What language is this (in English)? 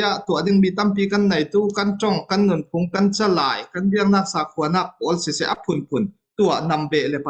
Falam Chin